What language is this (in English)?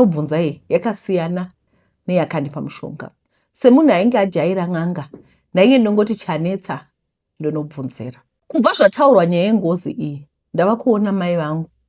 Shona